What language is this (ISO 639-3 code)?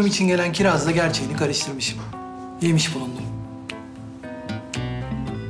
tur